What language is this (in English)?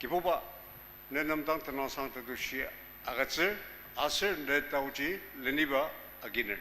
Ao Naga